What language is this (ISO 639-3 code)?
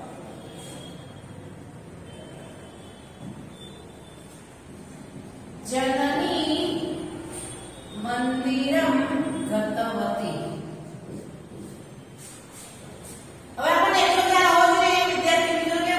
guj